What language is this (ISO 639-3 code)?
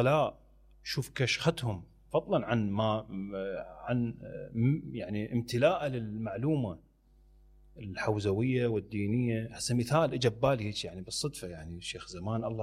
acm